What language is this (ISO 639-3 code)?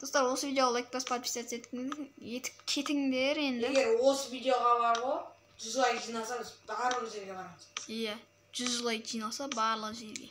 kaz